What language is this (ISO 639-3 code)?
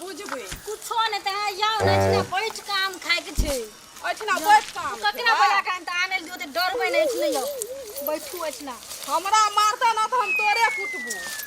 mai